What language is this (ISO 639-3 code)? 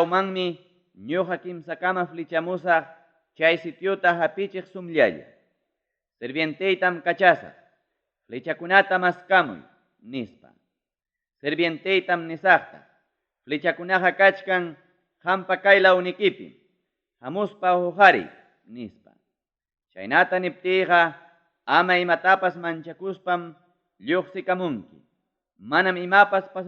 quy